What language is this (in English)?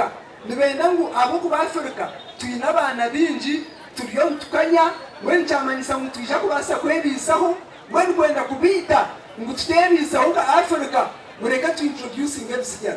Nyankole